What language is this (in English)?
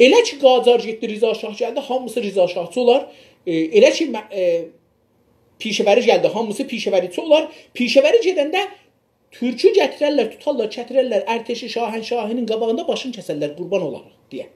South Azerbaijani